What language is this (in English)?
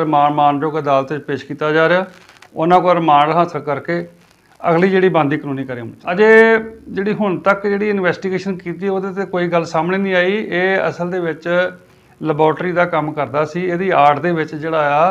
Punjabi